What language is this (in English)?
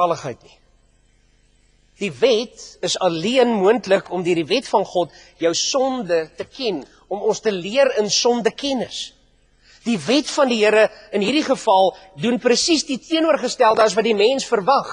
Afrikaans